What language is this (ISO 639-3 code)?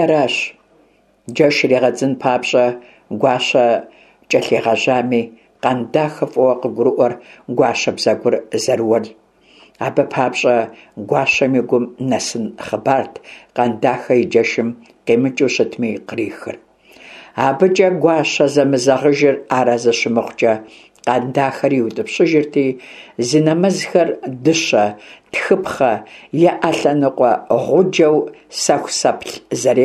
kbd